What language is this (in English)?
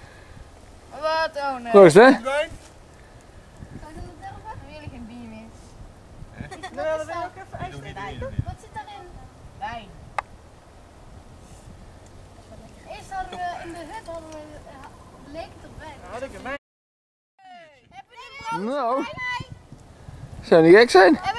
Dutch